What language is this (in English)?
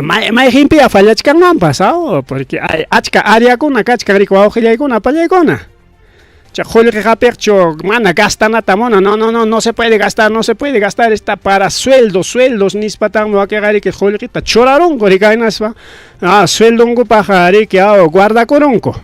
Ayacucho Quechua